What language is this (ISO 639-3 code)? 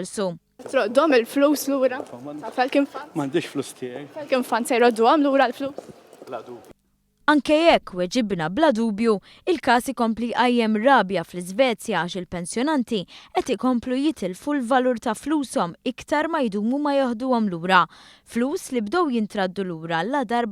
mlt